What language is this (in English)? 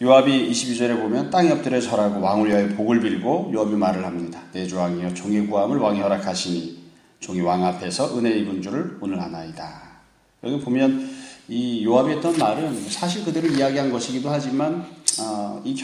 Korean